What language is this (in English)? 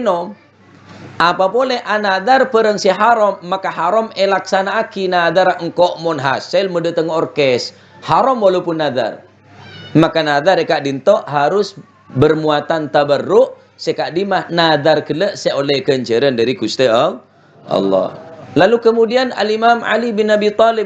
Madurese